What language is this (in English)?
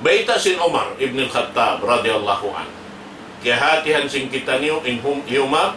Tausug